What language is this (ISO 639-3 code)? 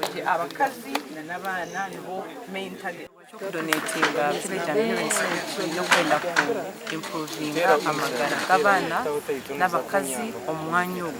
nyn